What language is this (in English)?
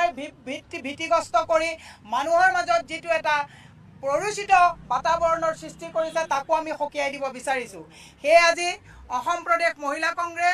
Assamese